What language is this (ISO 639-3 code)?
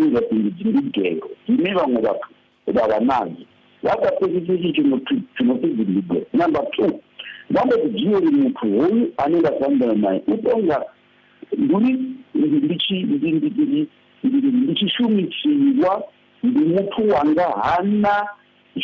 ven